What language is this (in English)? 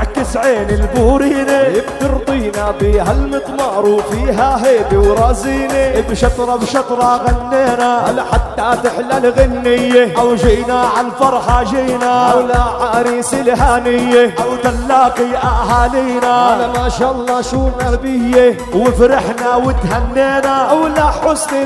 South Levantine Arabic